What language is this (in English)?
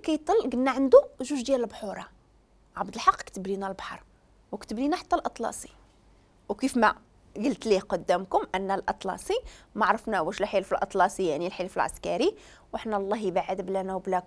Moroccan Arabic